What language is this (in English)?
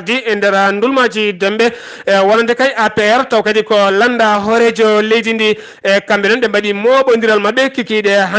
Fula